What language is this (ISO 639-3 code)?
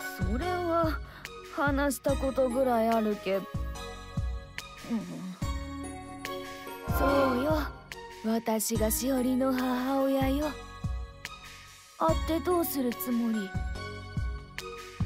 jpn